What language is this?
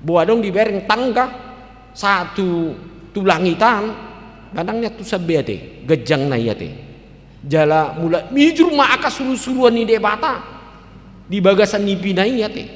Batak Toba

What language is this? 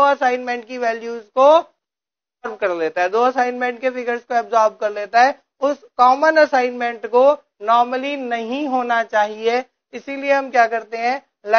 Hindi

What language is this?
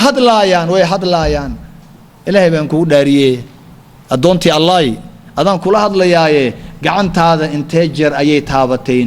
Somali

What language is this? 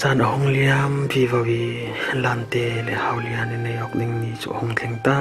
Falam Chin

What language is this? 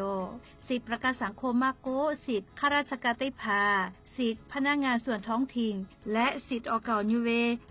Lahu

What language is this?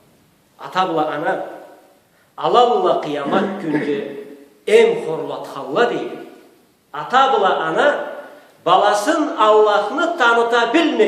Karachay-Balkar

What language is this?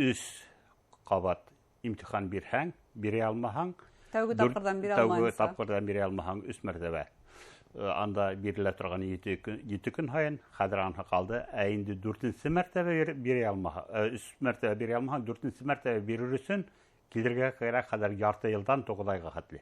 Bashkir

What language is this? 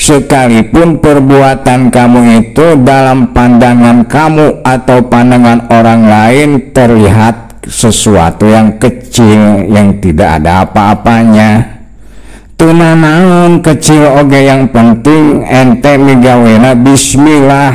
Sundanese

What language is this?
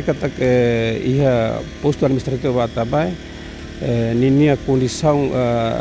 Tetum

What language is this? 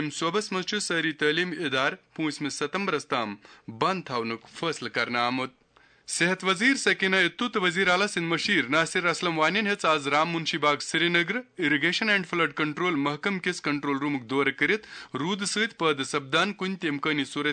Kashmiri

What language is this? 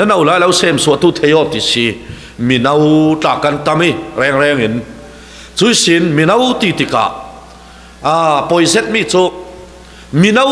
Falam Chin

